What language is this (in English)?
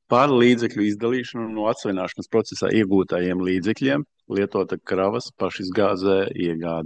Latvian